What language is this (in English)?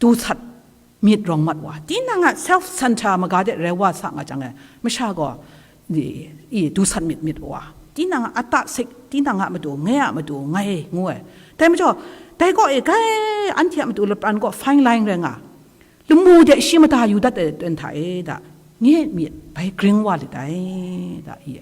Kachin